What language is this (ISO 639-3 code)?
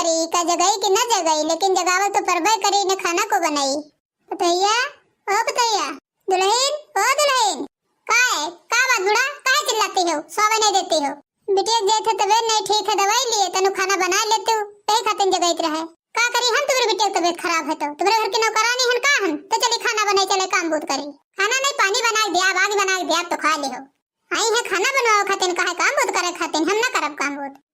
awa